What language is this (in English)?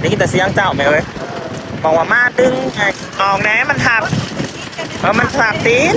Northeastern Thai